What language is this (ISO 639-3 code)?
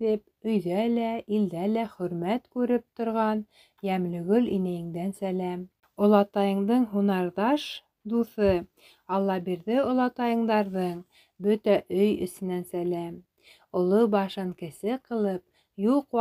bak